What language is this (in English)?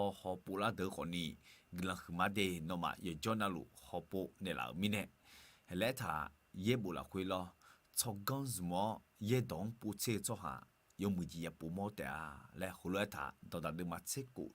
Akha